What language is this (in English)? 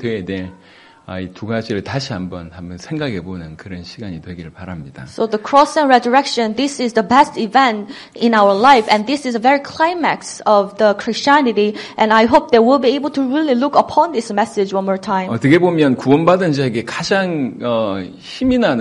Korean